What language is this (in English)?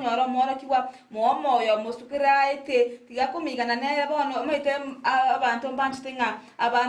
Gusii